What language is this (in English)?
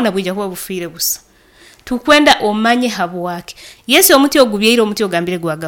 Nyoro